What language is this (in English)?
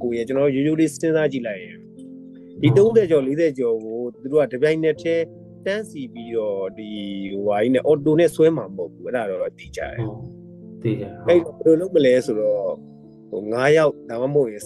Burmese